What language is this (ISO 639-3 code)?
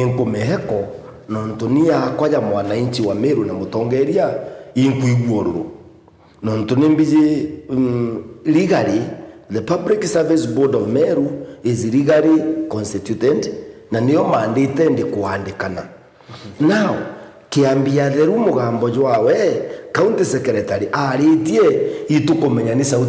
mer